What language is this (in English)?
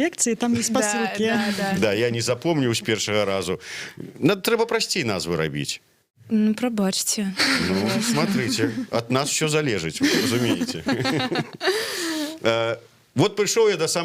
Belarusian